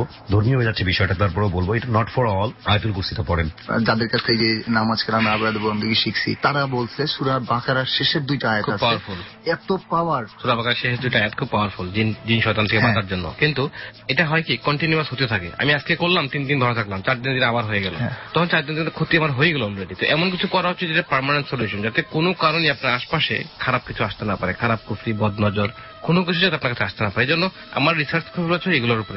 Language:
Bangla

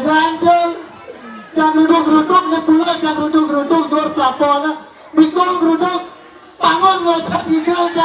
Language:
Balinese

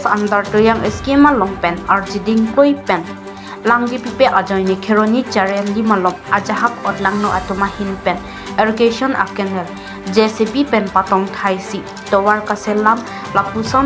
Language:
Karbi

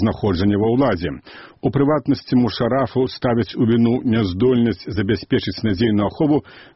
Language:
Belarusian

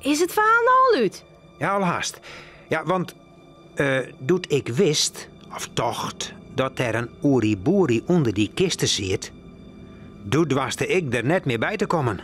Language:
Western Frisian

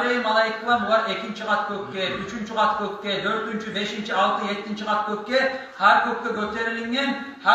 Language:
Kumyk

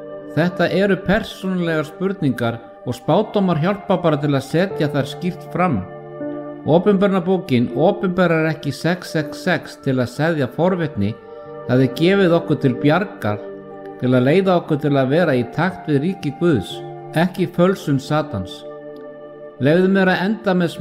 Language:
Icelandic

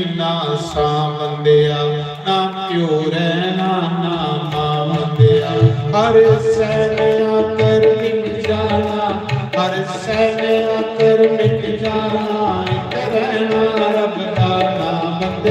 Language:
Dogri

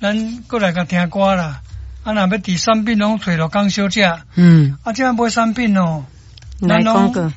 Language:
Min Nan Chinese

